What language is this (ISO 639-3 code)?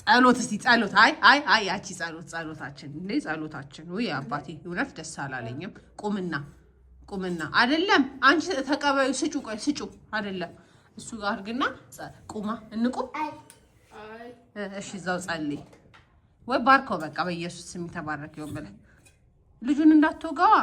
amh